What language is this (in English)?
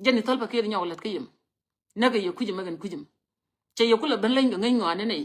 Nuer